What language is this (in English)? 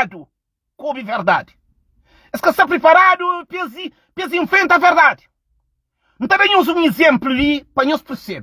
Kabuverdianu